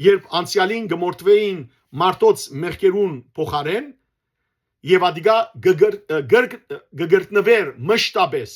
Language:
Western Armenian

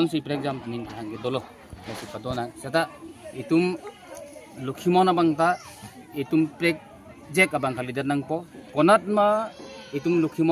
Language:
Karbi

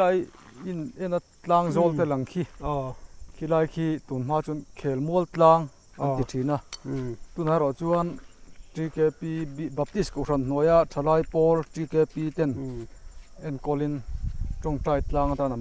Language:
Mizo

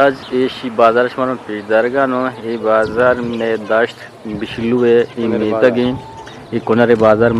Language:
Eastern Balochi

